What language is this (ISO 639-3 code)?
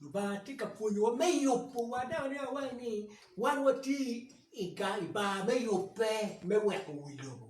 ach